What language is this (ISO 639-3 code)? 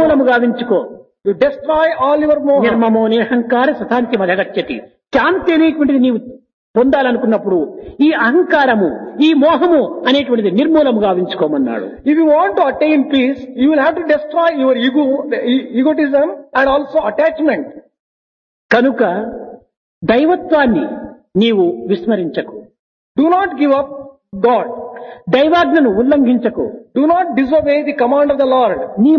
tel